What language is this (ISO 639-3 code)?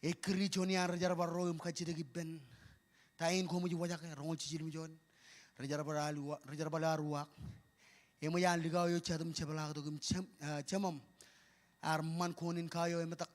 mah